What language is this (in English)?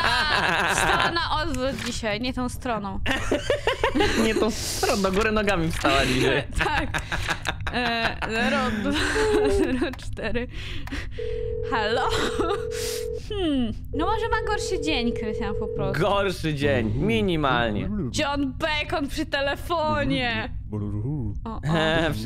Polish